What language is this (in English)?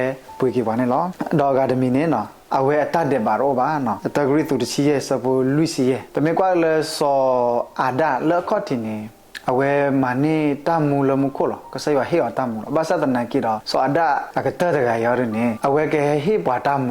S'gaw Karen